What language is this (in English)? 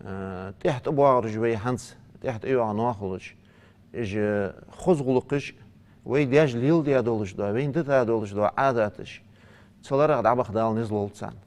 Ingush